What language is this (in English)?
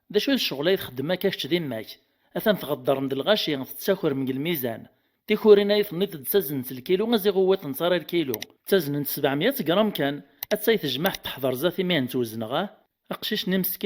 Kabyle